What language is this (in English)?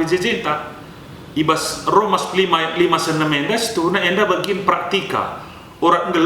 Batak Karo